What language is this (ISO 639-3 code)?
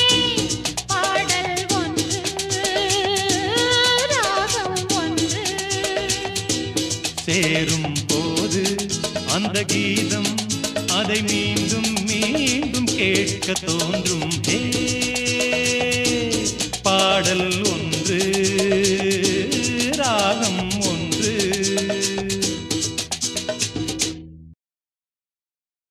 tam